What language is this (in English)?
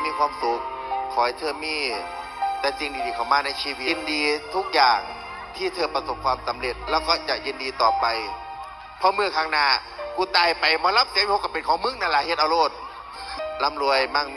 Northeastern Thai